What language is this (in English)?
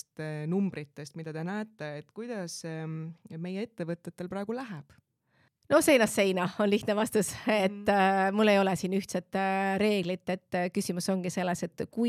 Estonian